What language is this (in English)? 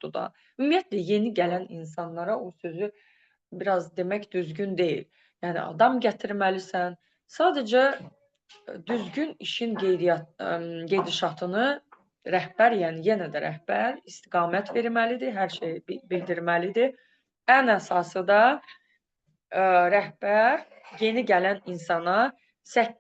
Azerbaijani